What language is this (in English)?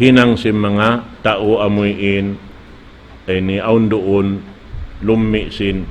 Tausug